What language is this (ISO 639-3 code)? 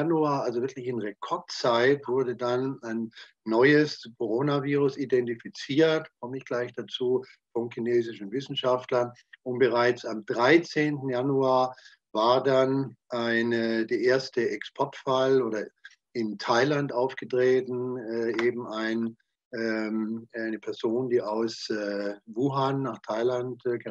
deu